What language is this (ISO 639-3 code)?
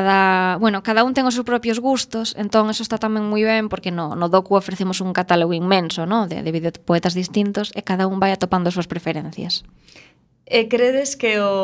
glg